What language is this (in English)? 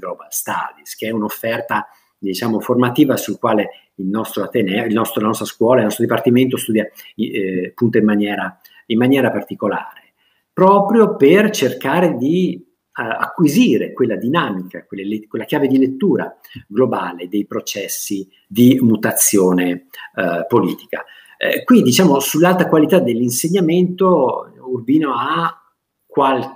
Italian